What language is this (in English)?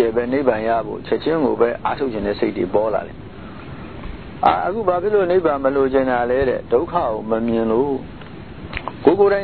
Burmese